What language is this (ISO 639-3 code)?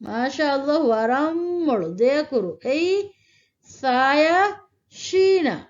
div